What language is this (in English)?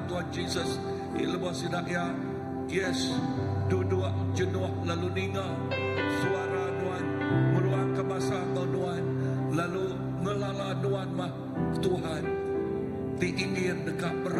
Iban